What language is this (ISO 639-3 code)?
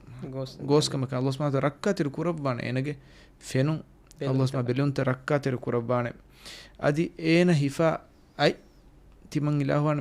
div